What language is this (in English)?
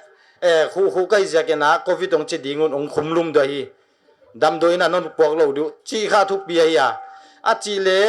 Paite Chin